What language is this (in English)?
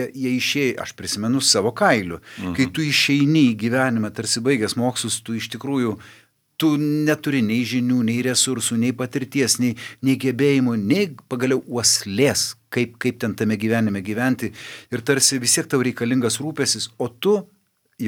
Lithuanian